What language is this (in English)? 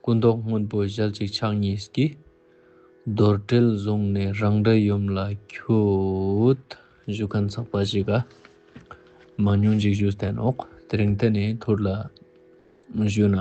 Ladakhi